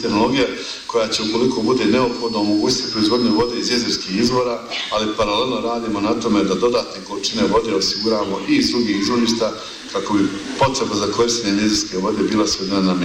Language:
Bosnian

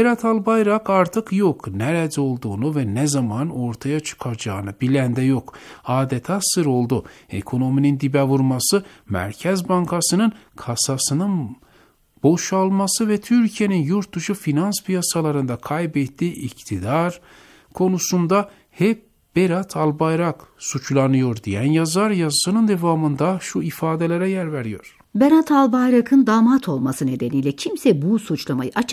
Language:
Turkish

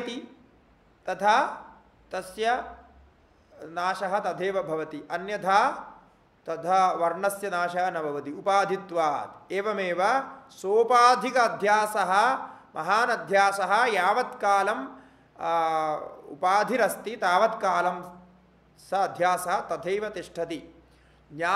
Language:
Sanskrit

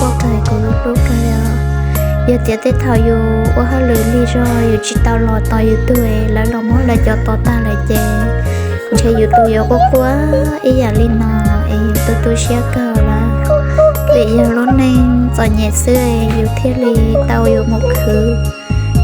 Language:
Hmong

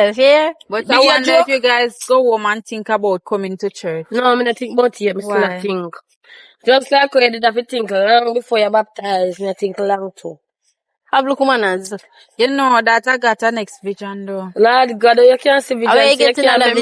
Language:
Jamaican Creole English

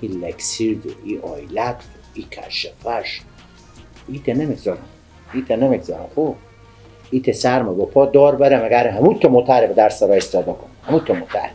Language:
Persian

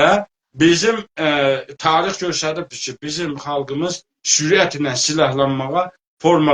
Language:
South Azerbaijani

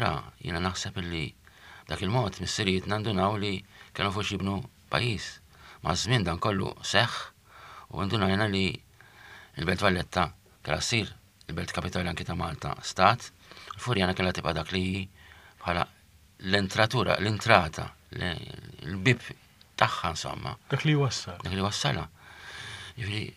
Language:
Maltese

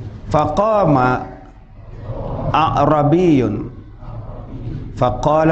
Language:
Malay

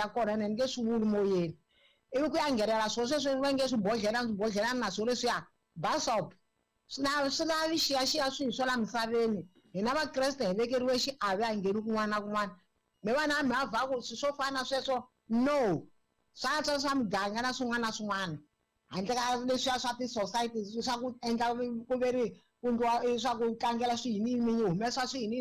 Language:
Tsonga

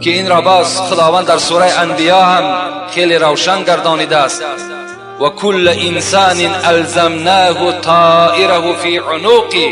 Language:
Tajik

